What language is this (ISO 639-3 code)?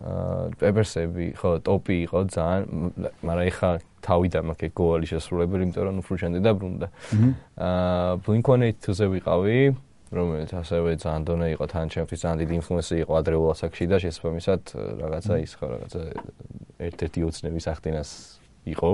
kat